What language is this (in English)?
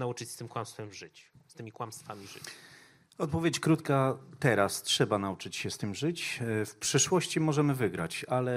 Polish